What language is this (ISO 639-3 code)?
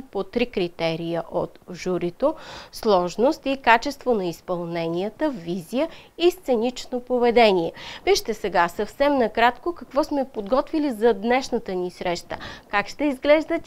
bul